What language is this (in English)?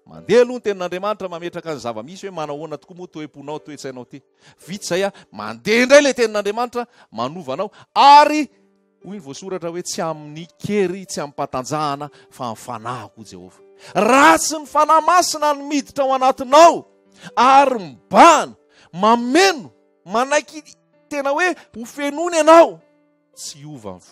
Malagasy